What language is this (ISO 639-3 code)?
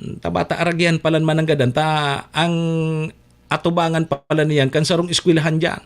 bik